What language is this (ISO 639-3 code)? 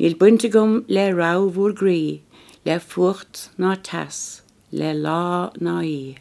gle